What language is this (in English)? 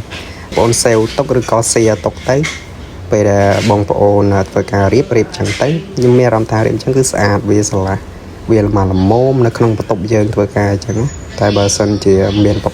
Khmer